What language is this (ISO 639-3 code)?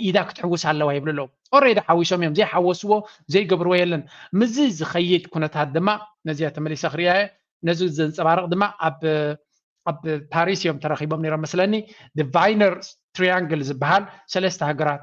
tir